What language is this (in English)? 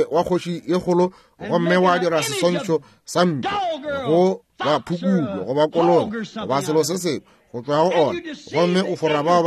Northern Sotho